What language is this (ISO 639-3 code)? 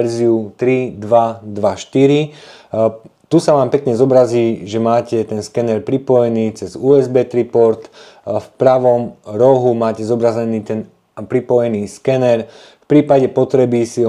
slk